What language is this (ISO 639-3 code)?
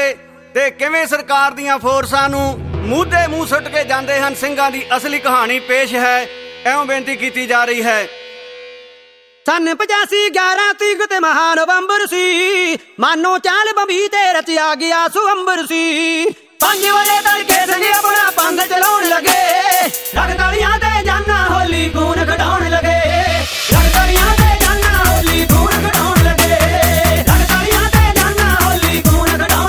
pan